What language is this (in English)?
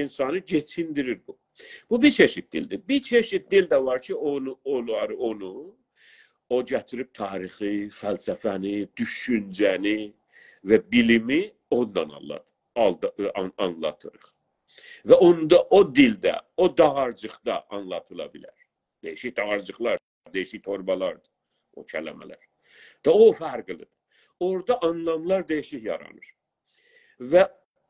South Azerbaijani